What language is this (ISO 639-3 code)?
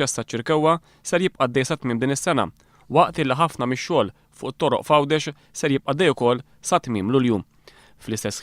mlt